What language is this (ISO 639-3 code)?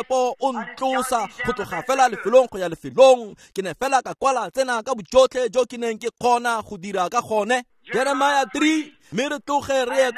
tsn